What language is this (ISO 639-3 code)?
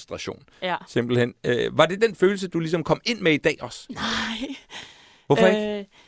dan